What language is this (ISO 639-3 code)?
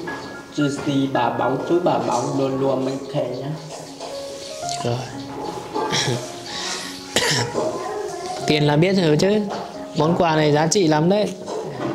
vie